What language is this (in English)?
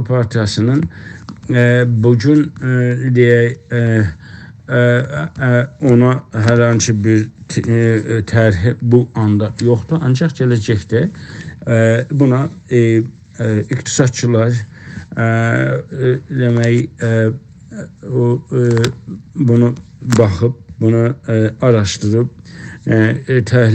South Azerbaijani